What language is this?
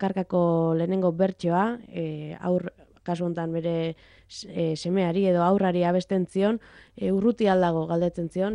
Basque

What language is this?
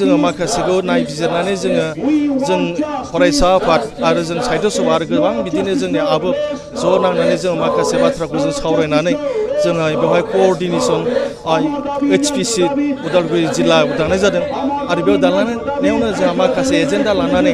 Bodo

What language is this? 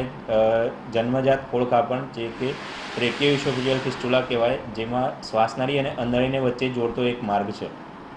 Gujarati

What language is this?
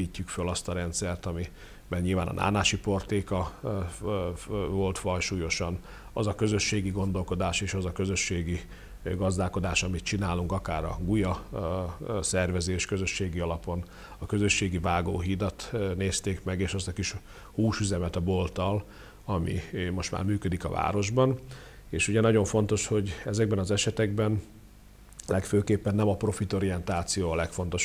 Hungarian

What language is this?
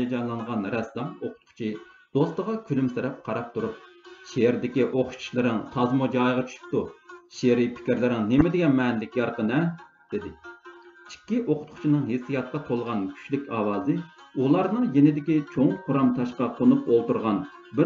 Uyghur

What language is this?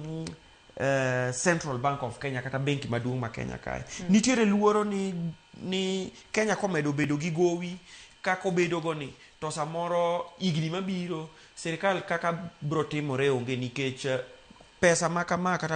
Luo (Kenya and Tanzania)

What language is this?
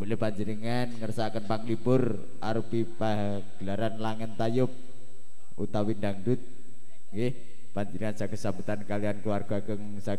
Javanese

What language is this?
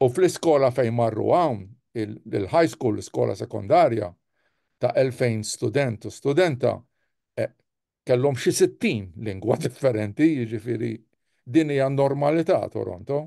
Maltese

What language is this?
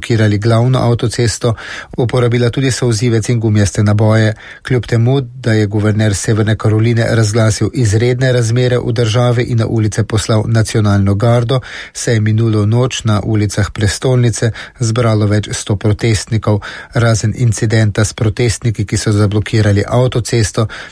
Slovenian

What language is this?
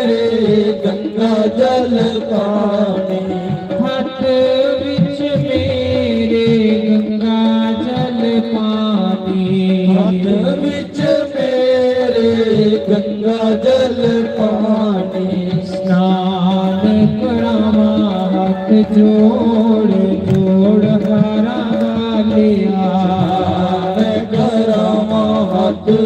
Dogri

